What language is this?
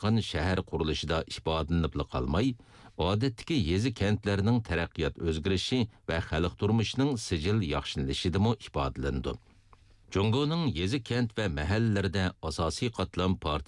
Uyghur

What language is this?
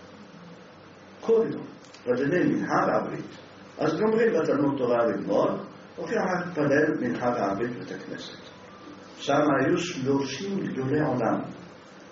Hebrew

